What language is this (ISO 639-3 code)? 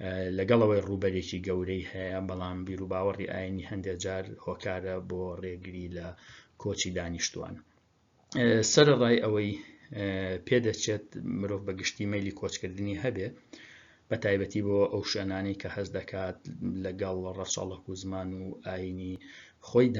ckb